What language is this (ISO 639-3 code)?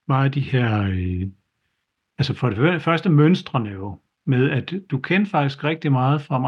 dan